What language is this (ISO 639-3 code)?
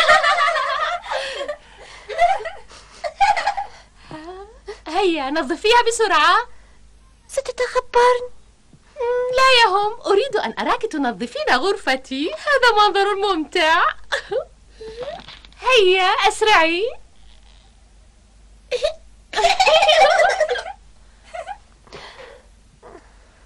ara